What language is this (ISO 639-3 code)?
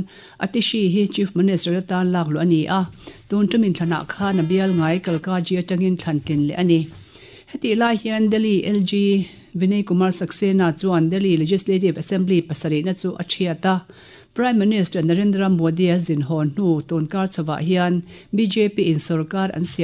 lus